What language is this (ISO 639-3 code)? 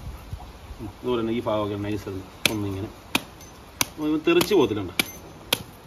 mal